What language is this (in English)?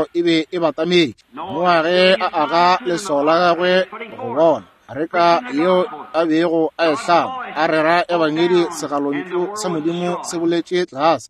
Northern Sotho